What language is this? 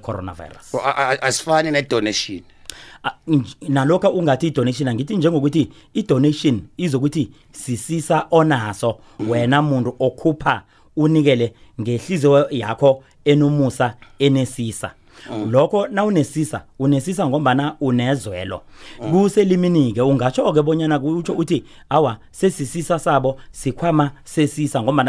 South Ndebele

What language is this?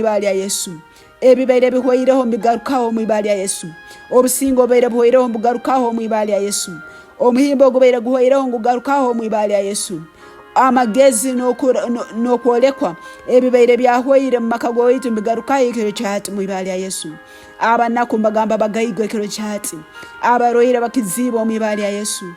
Tooro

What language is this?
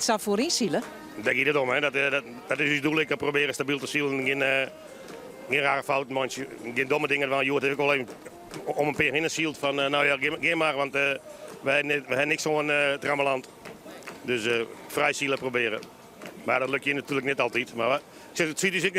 Western Frisian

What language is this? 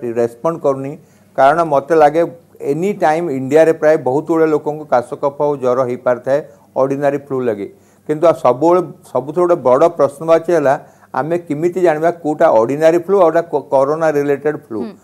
Odia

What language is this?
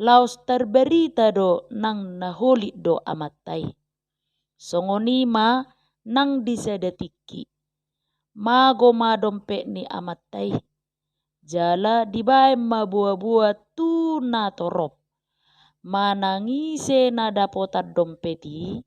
Batak Toba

